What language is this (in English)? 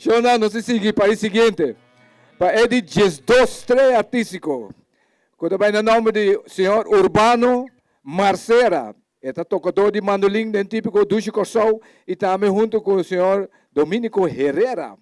Papiamento